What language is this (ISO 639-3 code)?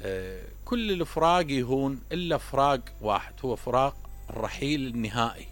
acm